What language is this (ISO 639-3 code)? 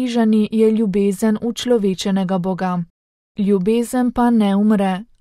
slv